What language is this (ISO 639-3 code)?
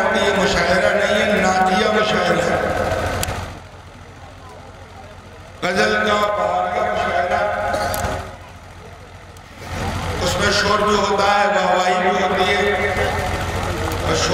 urd